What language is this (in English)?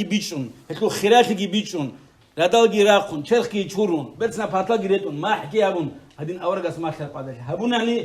Avaric